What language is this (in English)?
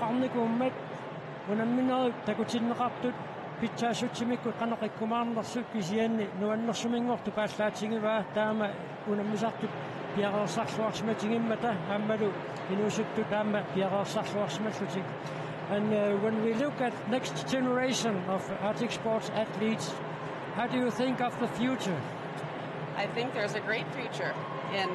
Kalaallisut